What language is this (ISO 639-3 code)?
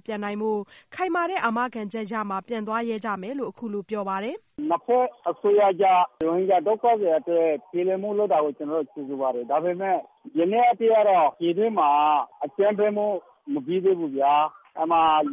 mya